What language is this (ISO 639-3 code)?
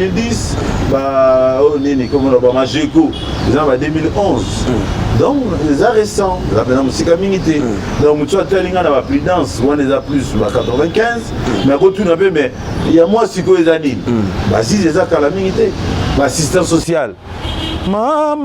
lin